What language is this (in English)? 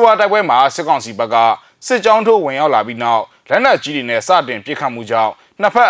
Burmese